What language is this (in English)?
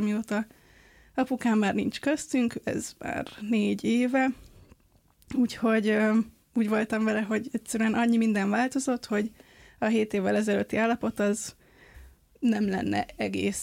Hungarian